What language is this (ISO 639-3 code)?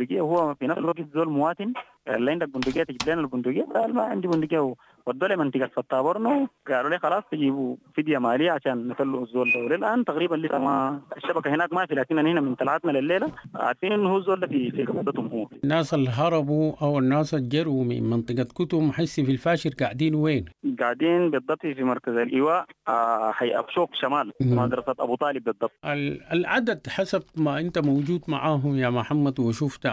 apd